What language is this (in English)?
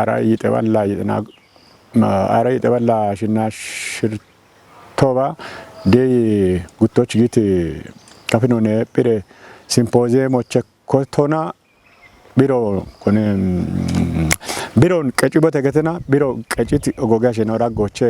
Kafa